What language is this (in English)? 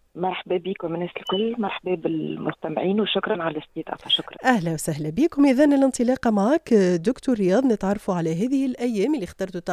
Tunisian Arabic